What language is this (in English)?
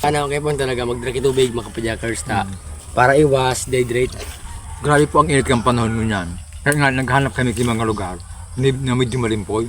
Bikol